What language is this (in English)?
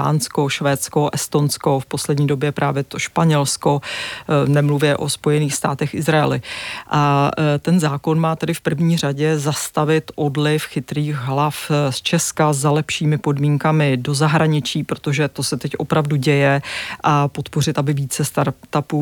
Czech